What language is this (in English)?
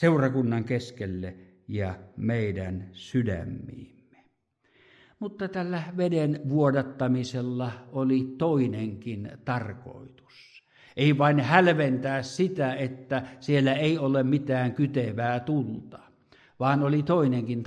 Finnish